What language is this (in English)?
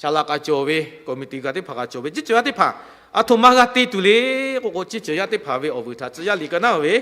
Lahu